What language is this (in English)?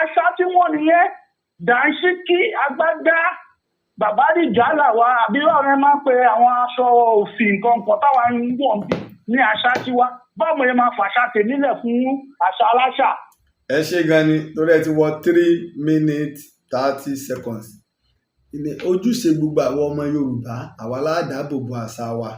Yoruba